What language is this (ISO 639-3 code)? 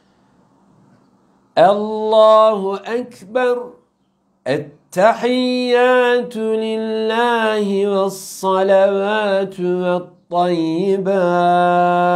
tur